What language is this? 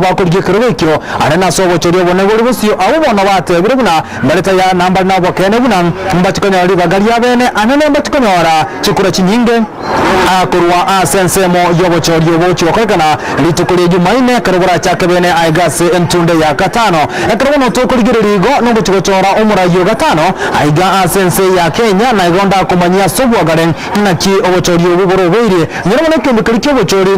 Gusii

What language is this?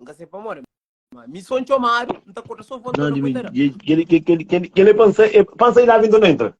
Kabuverdianu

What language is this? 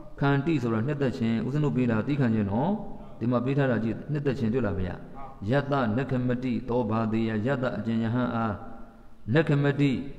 Burmese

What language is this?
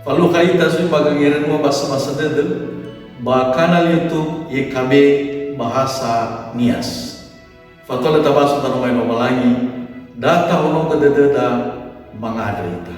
Nias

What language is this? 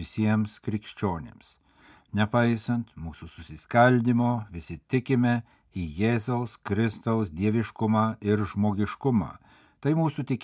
Lithuanian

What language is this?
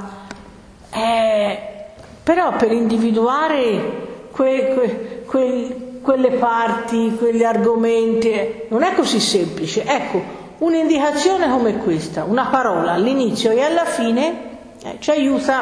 Italian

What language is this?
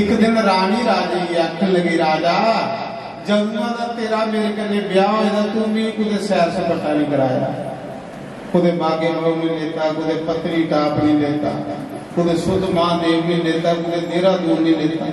Dogri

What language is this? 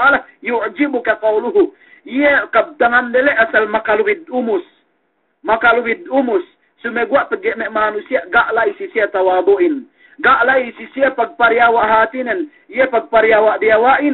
Yakan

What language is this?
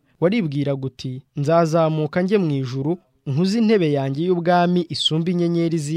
Kinyarwanda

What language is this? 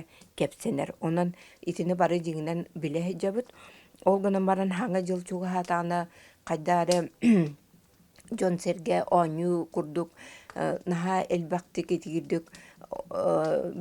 Yakut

